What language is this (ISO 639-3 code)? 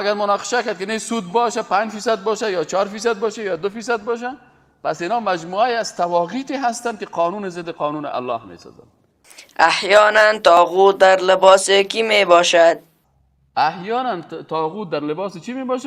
fas